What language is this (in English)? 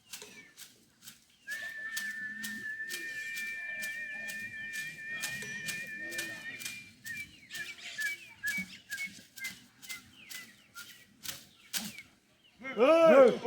Xavánte